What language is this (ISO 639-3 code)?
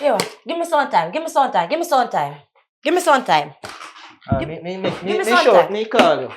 jam